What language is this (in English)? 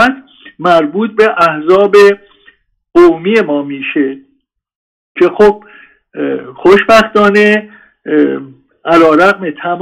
Persian